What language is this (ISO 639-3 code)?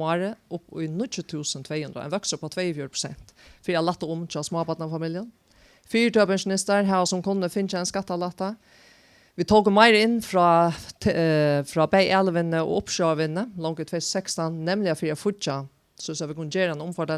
fao